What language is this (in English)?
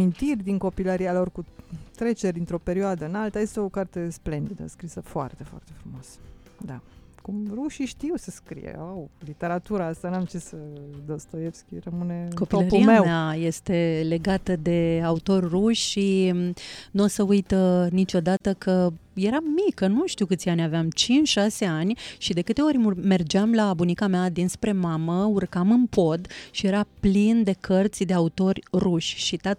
Romanian